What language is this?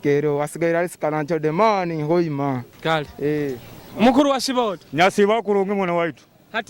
Nyoro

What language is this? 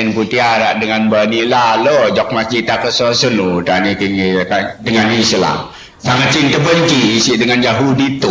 Sasak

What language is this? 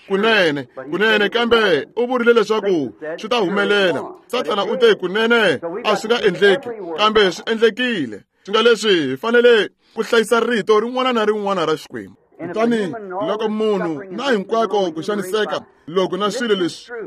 Tsonga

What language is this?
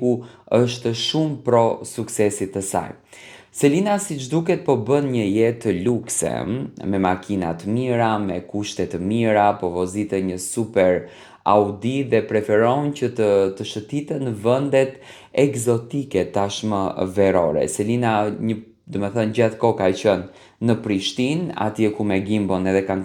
Albanian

